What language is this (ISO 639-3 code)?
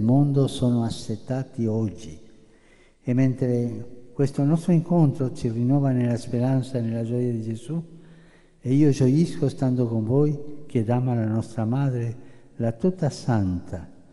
ita